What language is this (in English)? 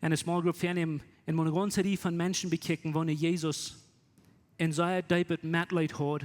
Plautdietsch